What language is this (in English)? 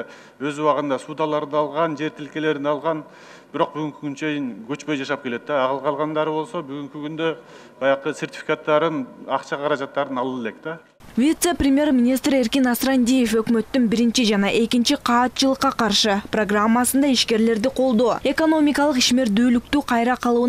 Kyrgyz